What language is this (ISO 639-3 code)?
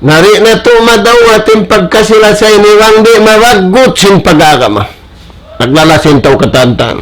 tsg